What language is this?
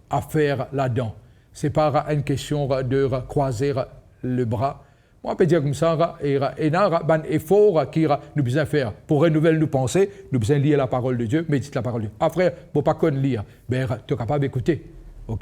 Morisyen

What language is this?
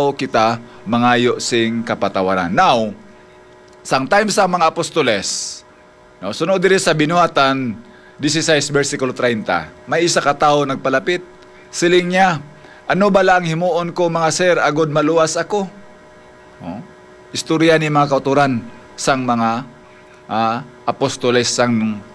Hiligaynon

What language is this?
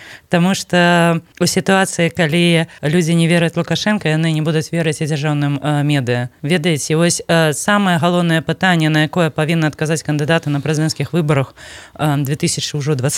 Belarusian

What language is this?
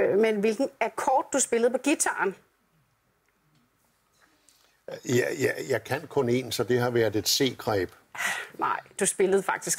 Danish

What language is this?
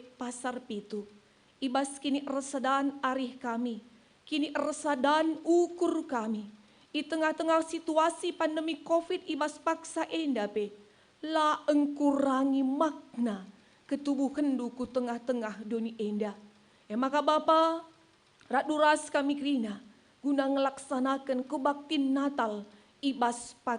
Batak Karo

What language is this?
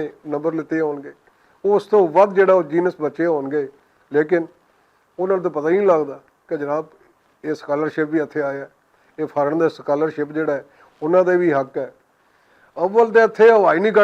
Western Panjabi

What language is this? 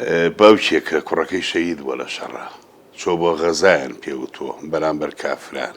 Central Kurdish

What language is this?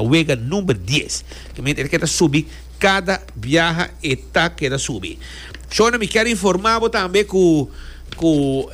Papiamento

